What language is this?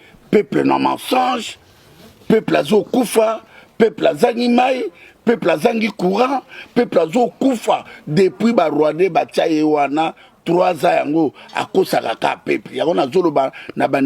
Lingala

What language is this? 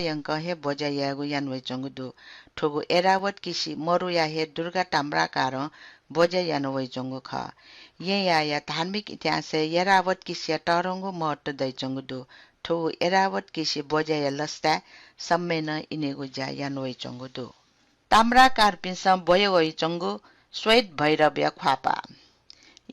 Newari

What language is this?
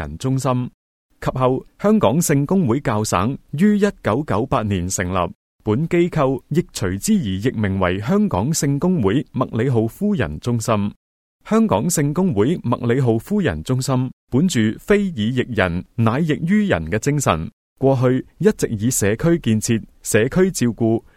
Cantonese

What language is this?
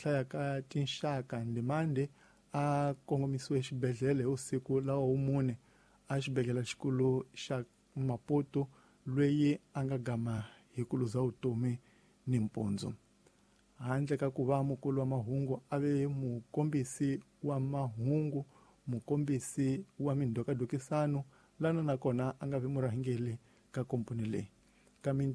Tsonga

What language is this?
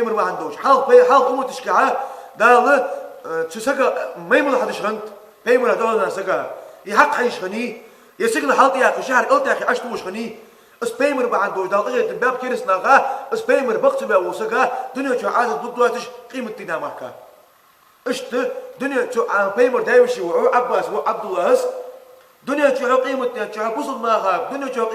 Ingush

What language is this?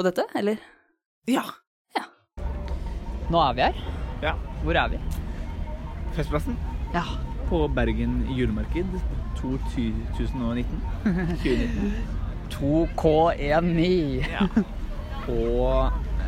Norwegian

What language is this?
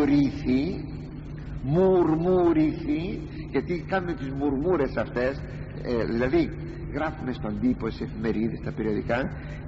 Greek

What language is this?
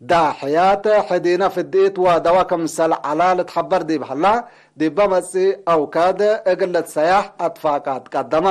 Tigre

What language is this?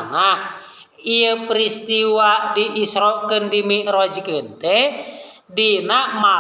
Sundanese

